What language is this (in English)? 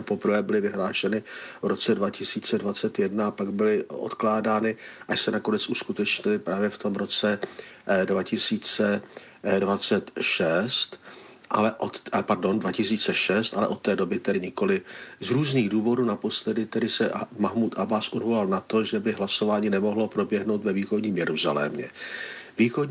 Czech